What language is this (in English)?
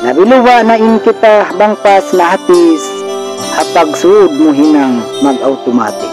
Tausug